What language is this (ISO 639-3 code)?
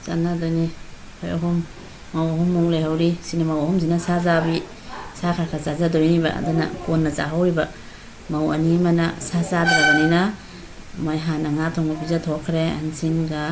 mni